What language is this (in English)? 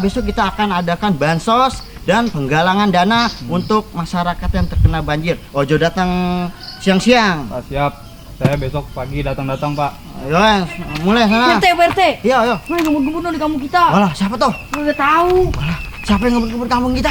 Betawi